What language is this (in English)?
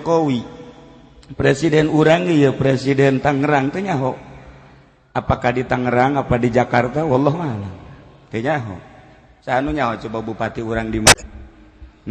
Sundanese